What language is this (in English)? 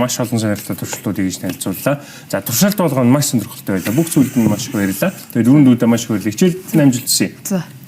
Mongolian